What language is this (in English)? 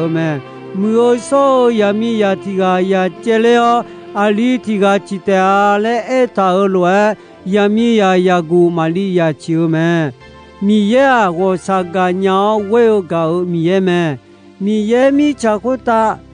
Akha